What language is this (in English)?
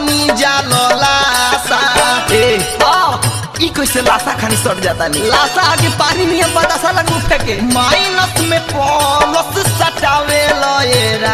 Bhojpuri